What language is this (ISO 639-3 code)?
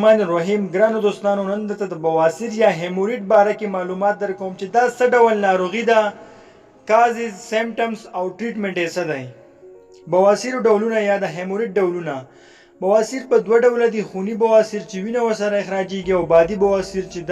pus